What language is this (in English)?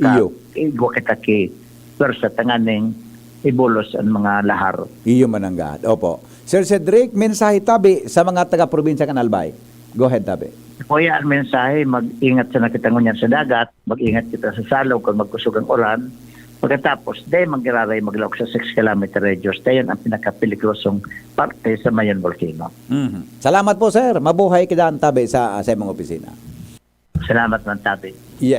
Bikol